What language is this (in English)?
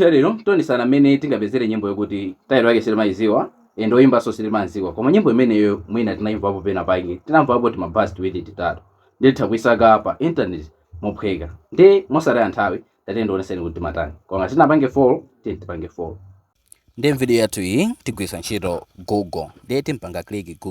Nyanja